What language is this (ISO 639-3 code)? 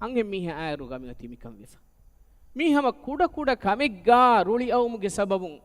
div